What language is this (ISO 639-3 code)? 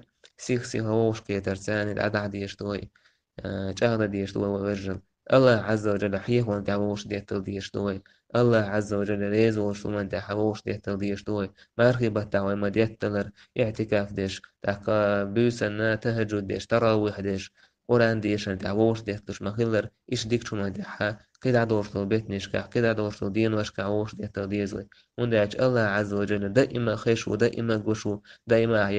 che